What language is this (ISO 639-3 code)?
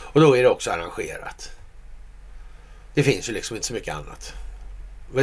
swe